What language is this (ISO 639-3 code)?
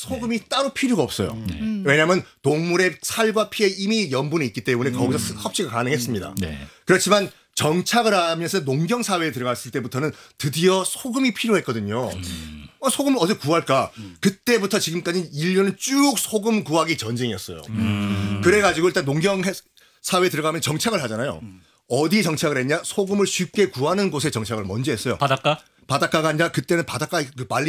kor